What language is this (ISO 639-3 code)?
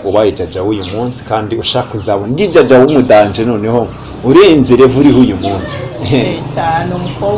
kin